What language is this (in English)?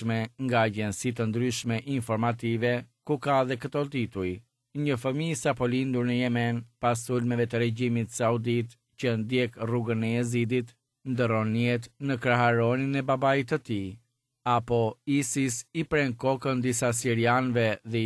Albanian